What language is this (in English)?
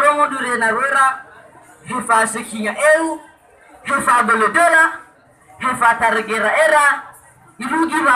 Nias